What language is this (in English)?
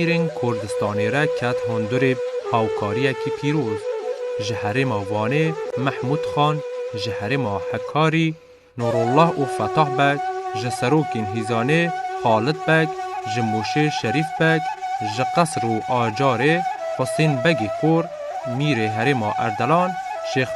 Kurdish